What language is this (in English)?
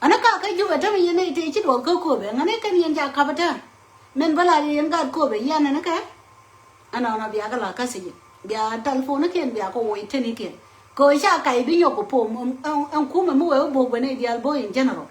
Nuer